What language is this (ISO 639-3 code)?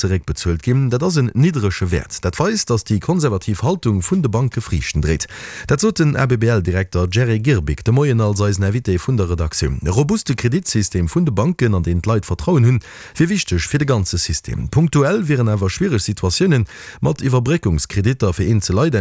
ltz